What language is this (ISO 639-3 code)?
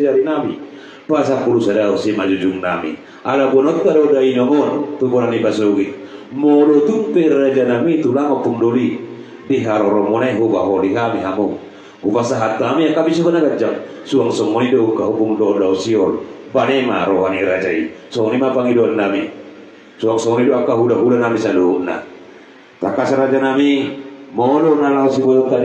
bbc